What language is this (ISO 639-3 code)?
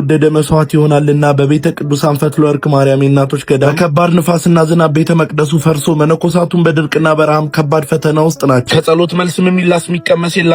amh